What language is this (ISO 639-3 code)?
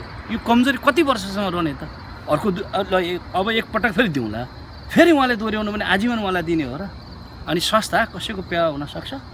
nep